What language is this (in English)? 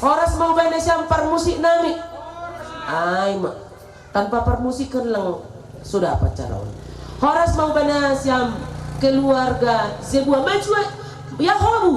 Batak Simalungun